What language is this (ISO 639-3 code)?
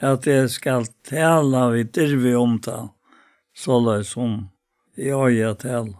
fao